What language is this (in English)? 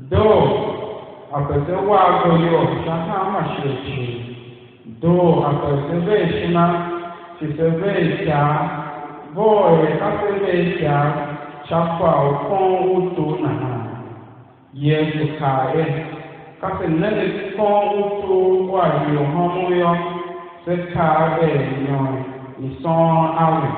Tiv